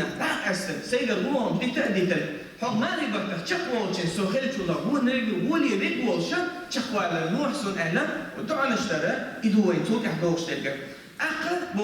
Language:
Chechen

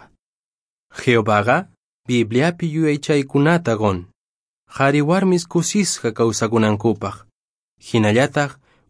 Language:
Quechua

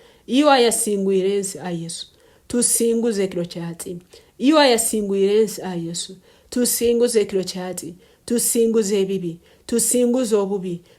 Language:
Tooro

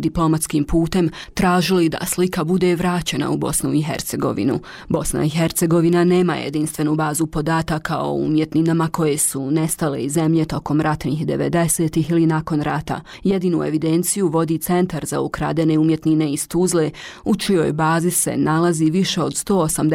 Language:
Bosnian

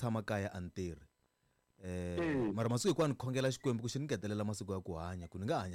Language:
Tsonga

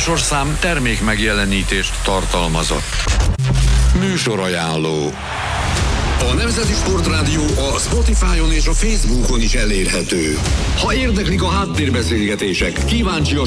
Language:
Hungarian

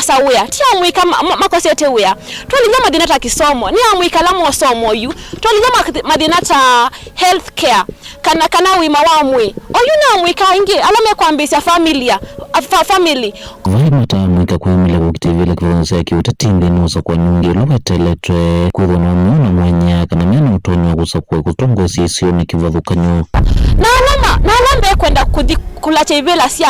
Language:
Kamba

